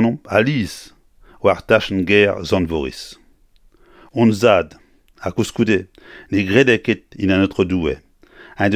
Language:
Breton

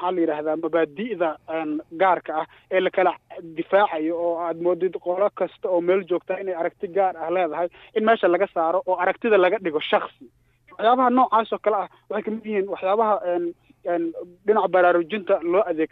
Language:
Somali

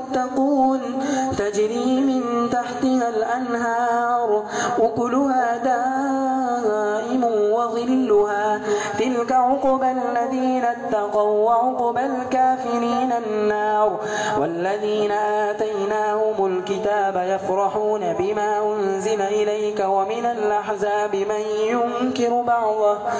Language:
Arabic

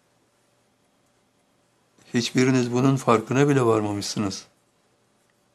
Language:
Turkish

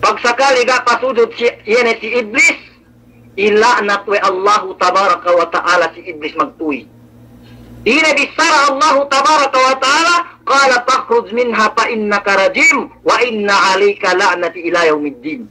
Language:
Yakan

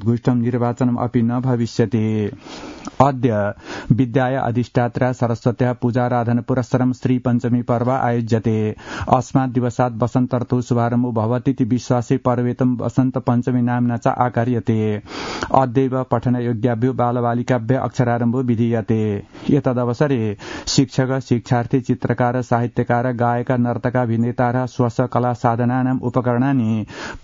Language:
Sanskrit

